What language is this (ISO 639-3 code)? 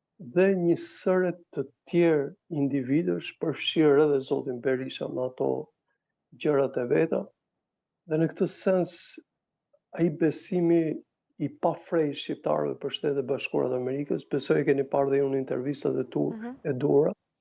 sqi